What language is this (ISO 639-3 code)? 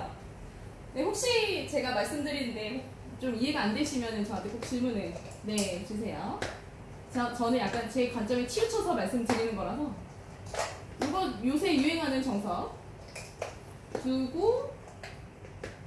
kor